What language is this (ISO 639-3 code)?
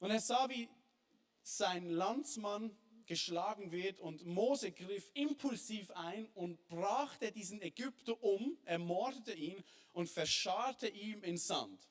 gsw